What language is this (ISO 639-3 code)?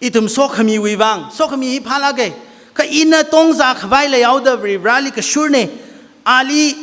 nmf